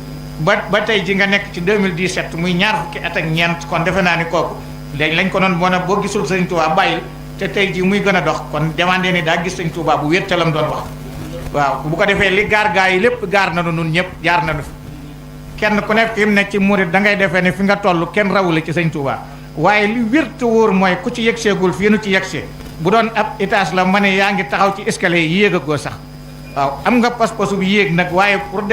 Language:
Wolof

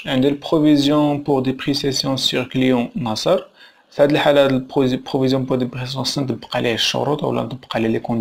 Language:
Moroccan Arabic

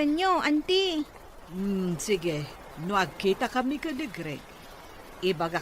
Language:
Iloko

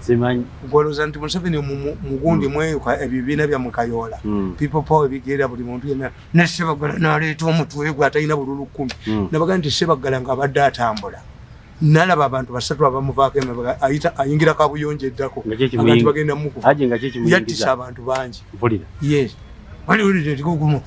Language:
Ganda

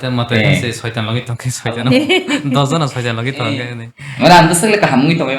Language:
Kok Borok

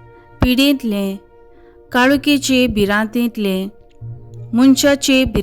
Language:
Konkani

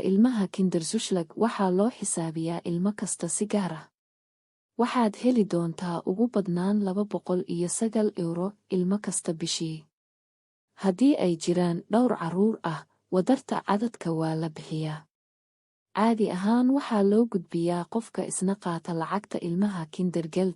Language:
Somali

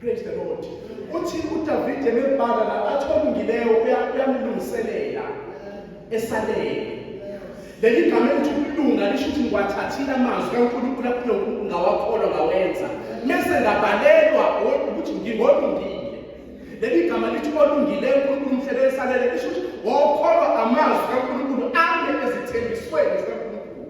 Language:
Zulu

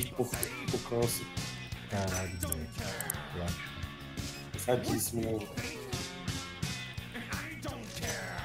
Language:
Portuguese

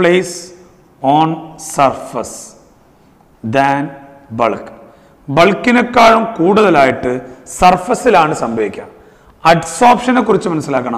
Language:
Malayalam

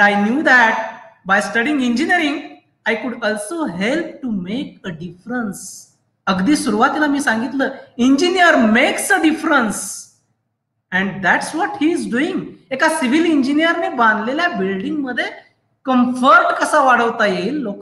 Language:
Marathi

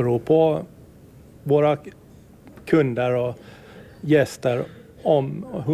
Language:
Swedish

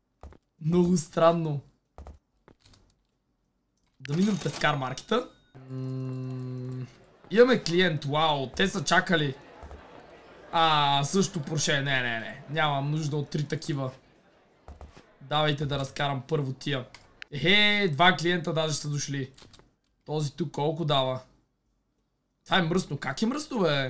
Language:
Bulgarian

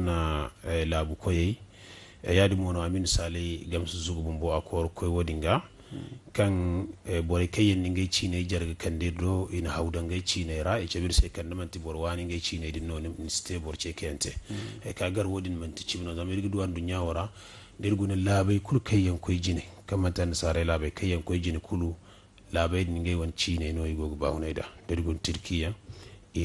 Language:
Zarma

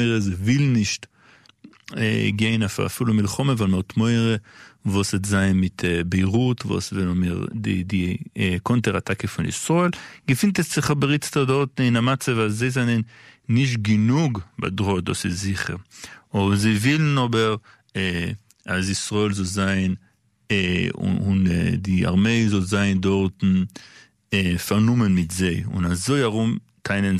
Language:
Yiddish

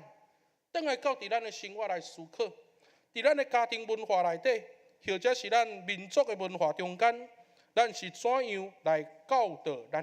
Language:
Min Nan Chinese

